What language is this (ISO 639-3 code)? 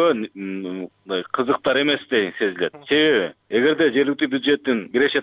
kir